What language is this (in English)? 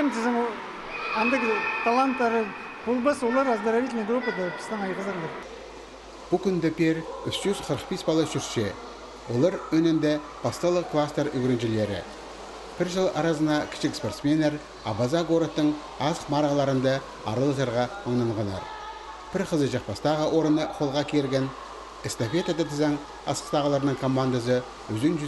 Khakas